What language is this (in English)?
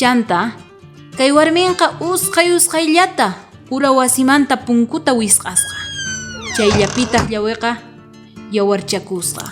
South Bolivian Quechua